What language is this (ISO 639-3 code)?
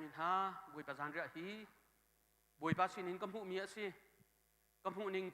cnh